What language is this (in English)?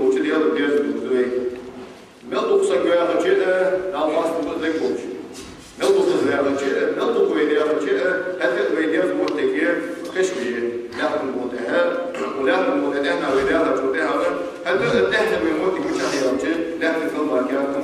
Ingush